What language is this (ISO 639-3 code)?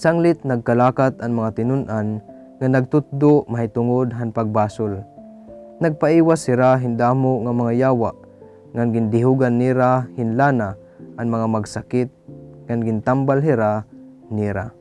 war